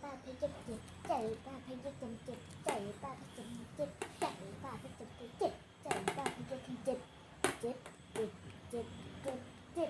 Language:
Shan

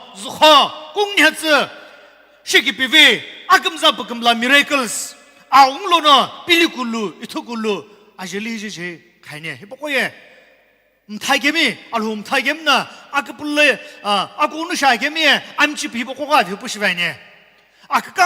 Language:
Sumi Naga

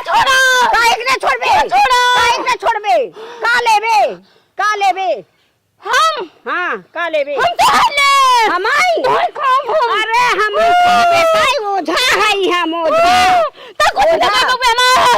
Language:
Awadhi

